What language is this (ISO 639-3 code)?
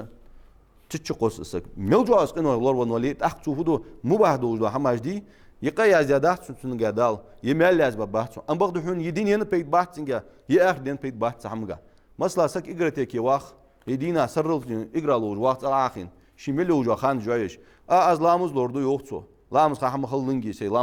inh